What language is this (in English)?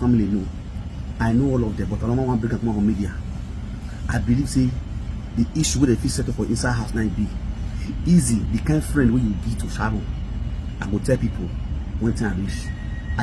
Nigerian Pidgin